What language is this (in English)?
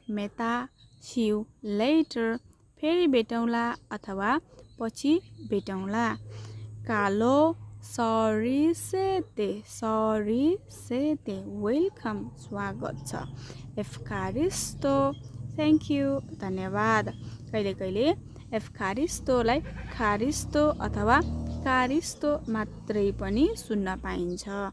Nepali